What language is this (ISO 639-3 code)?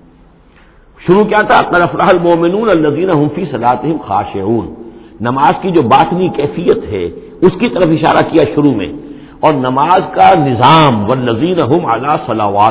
urd